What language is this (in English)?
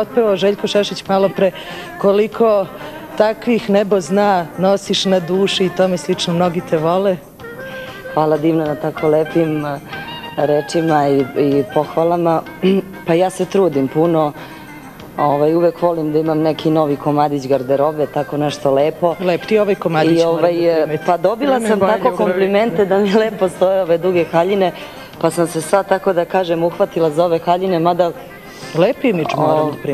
Serbian